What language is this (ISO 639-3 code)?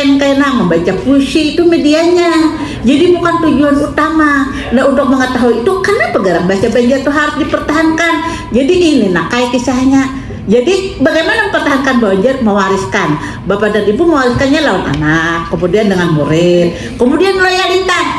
bjn